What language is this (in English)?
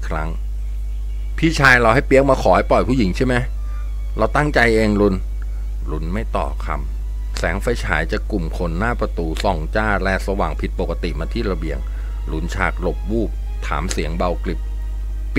Thai